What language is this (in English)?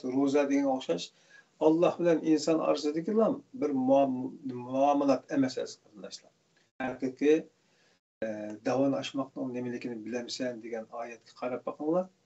Uyghur